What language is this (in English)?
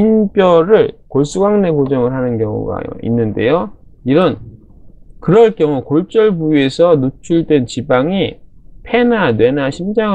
Korean